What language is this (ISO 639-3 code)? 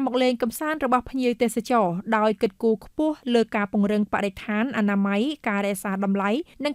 khm